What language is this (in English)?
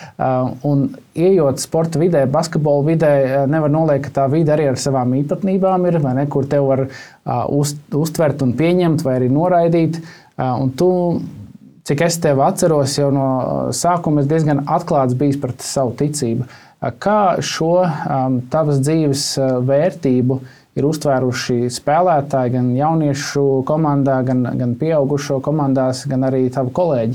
Latvian